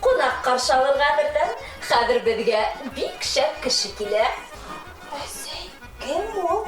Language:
Bashkir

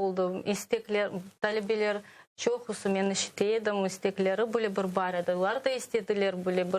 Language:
Crimean Tatar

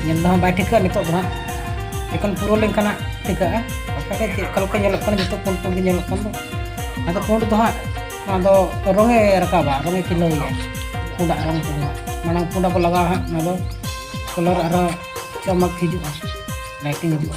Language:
Santali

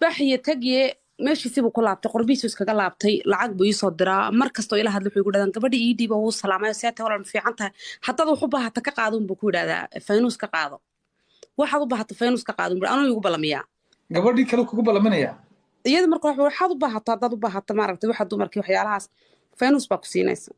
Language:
Somali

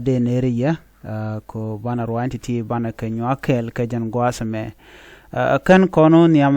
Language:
Nuer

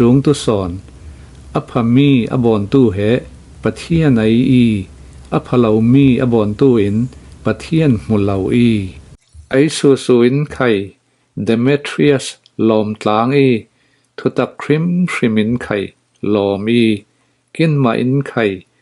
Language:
Falam Chin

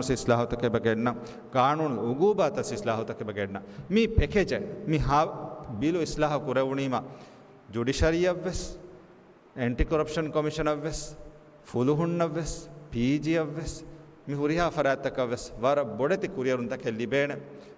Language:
Divehi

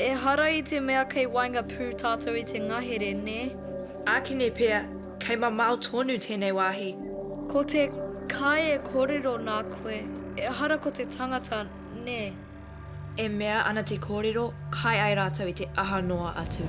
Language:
Māori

